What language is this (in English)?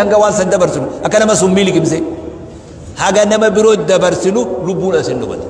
Oromo